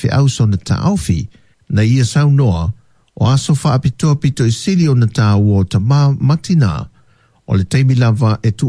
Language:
Samoan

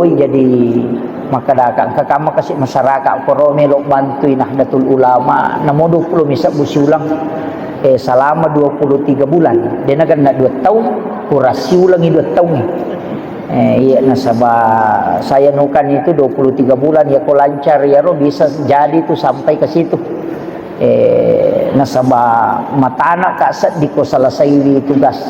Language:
Buginese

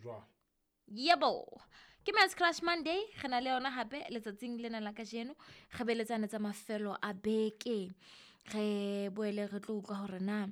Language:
Southern Sotho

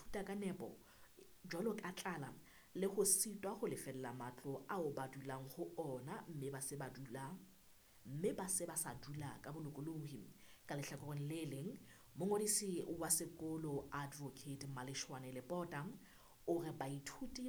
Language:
Southern Sotho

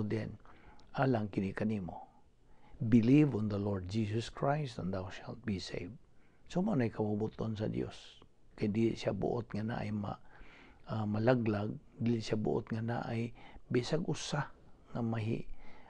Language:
Cebuano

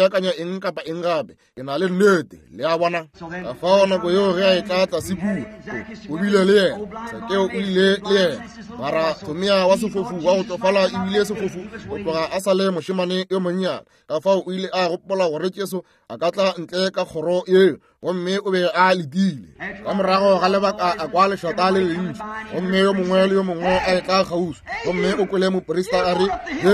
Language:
Northern Sotho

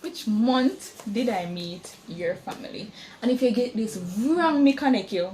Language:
Jamaican Creole English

